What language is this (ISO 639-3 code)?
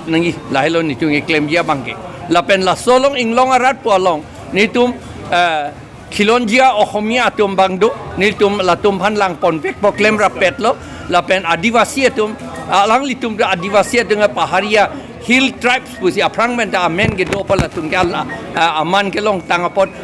mjw